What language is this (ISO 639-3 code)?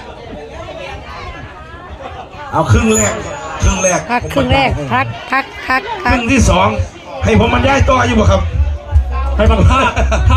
lao